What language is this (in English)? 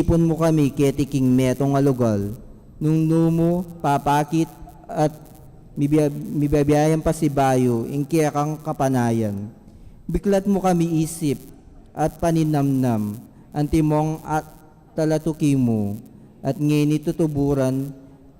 Pampanga